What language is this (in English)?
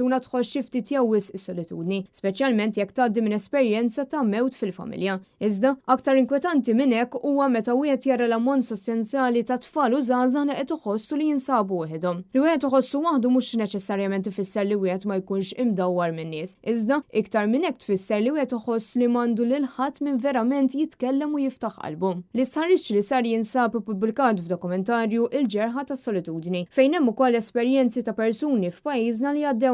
Maltese